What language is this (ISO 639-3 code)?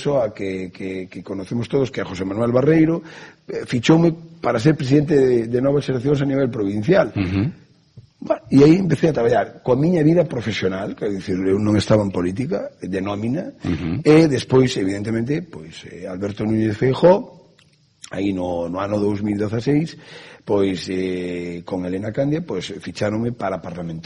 glg